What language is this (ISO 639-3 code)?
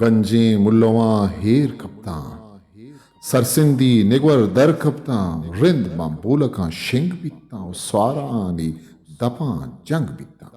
bgp